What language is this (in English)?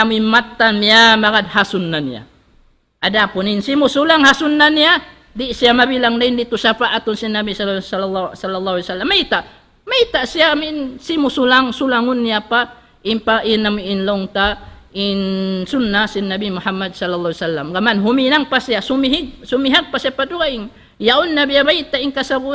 Tausug